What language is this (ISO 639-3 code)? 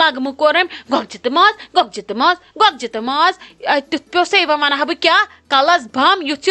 kas